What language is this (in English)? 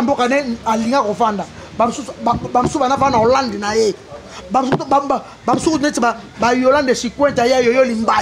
Lingala